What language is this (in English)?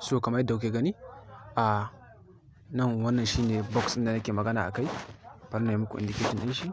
Hausa